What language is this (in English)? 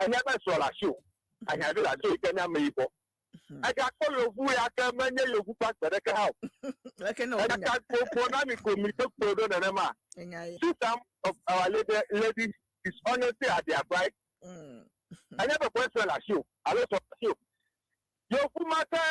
Ewe